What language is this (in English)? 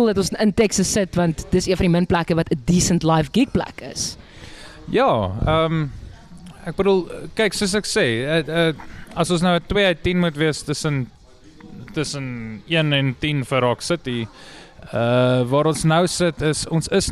Afrikaans